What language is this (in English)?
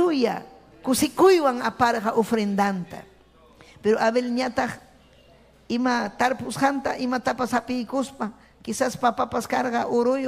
Ayacucho Quechua